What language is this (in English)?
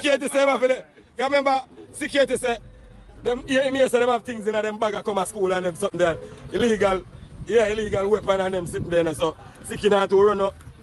Jamaican Creole English